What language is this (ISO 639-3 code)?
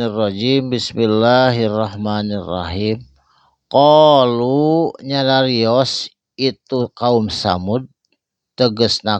sun